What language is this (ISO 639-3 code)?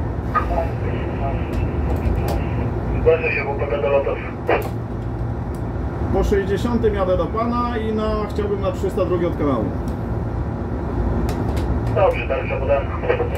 pol